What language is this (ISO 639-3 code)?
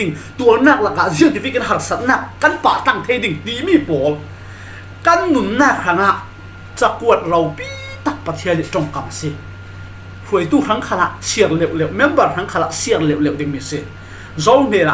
cfm